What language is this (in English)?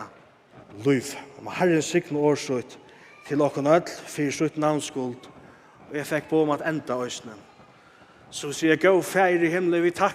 Faroese